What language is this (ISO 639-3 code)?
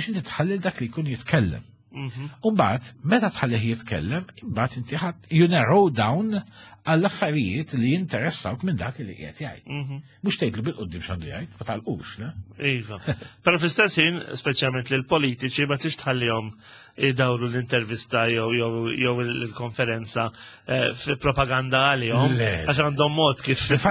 mlt